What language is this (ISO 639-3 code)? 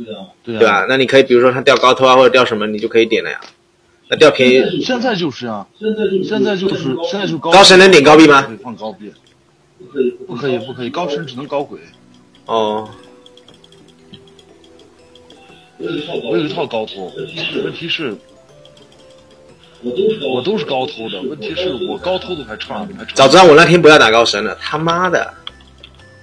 zho